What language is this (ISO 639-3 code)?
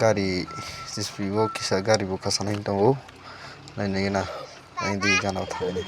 trp